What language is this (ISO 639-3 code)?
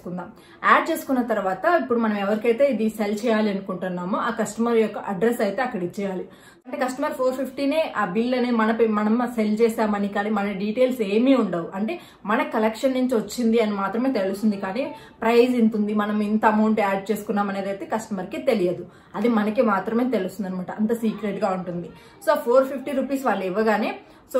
tel